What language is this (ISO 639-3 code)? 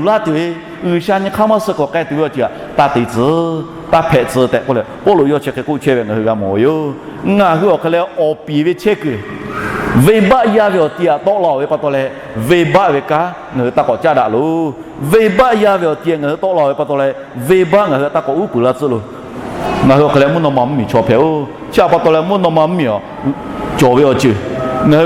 lhu